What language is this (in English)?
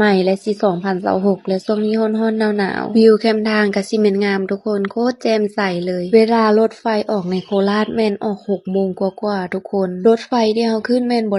Lao